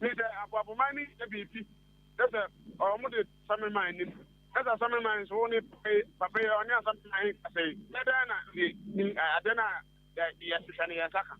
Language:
Akan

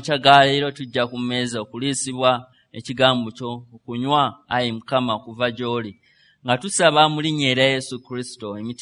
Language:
Ganda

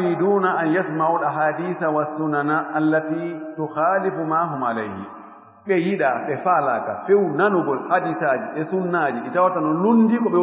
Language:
Fula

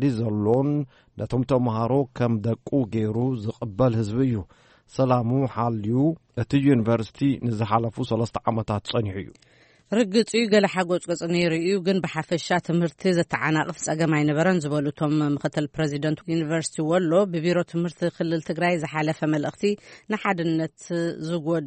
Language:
Tigrinya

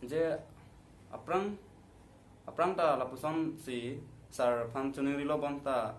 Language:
Karbi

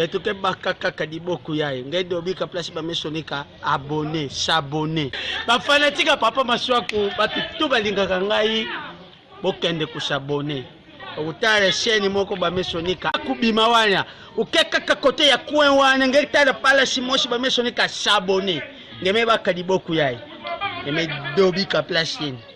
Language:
Lingala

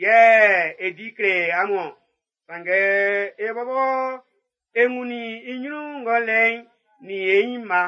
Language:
Baoulé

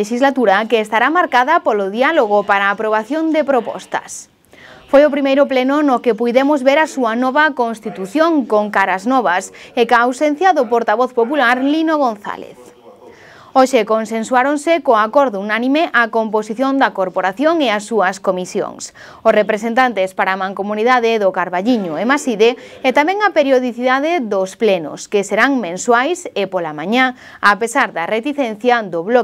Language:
Galician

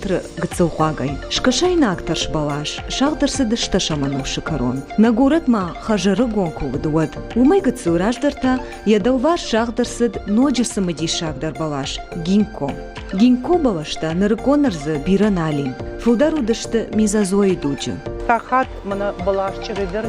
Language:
Ossetic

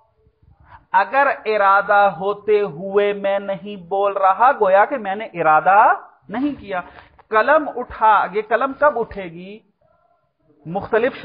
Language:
Urdu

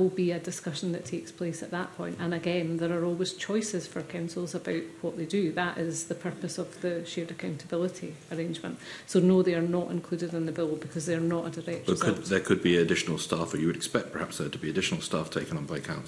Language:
English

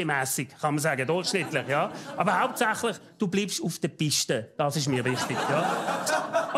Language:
Swiss German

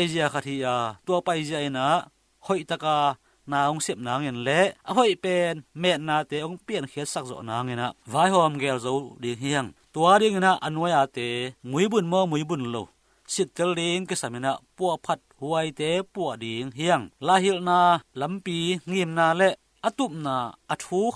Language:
Tedim Chin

